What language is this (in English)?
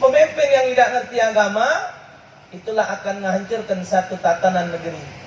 Musi